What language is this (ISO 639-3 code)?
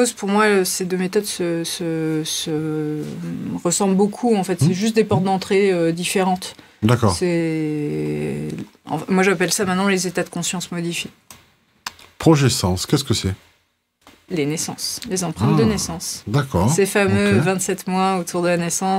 fra